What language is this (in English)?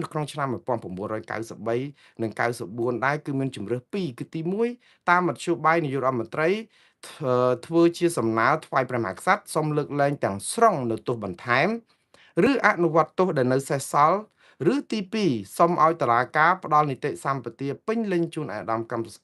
Khmer